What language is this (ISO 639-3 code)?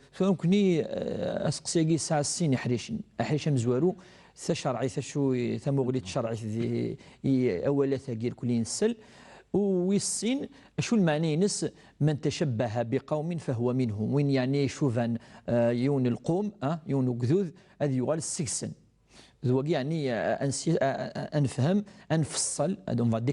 kab